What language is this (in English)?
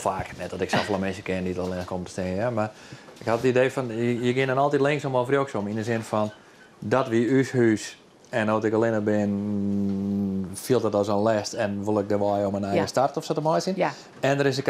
Western Frisian